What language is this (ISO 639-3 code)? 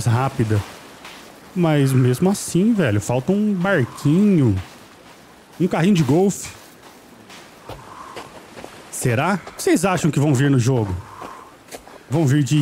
por